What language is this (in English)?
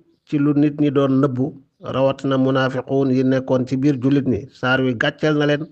Wolof